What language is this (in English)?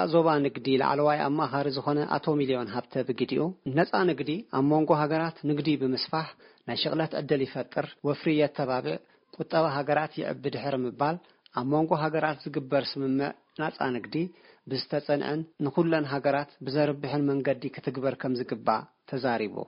Tigrinya